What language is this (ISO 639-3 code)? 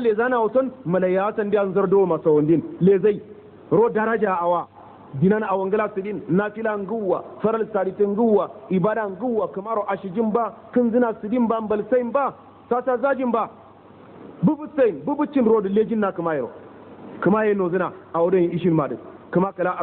hau